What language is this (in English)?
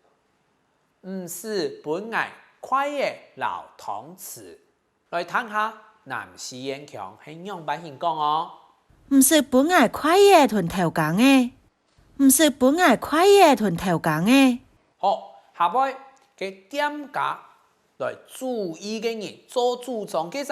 Hakka Chinese